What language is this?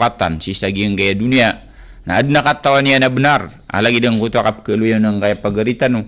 Maranao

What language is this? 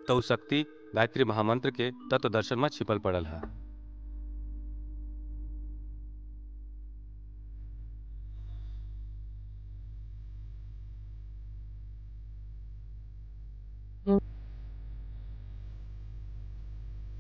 Bhojpuri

